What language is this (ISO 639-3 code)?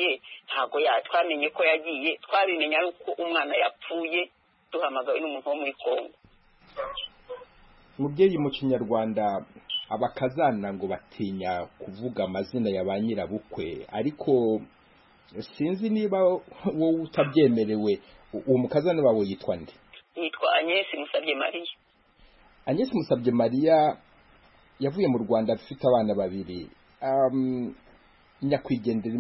kin